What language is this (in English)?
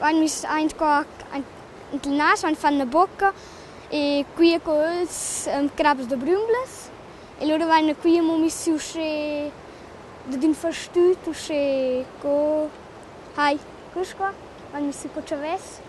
Romansh